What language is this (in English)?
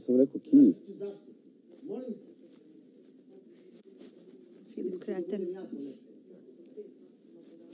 Croatian